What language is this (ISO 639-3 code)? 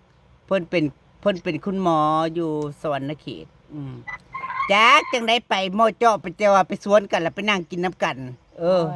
lao